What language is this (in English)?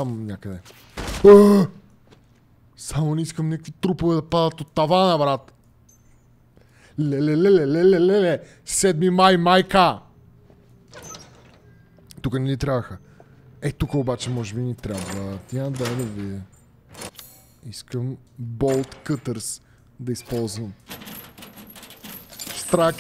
Bulgarian